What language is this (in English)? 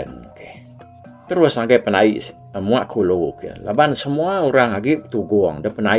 Iban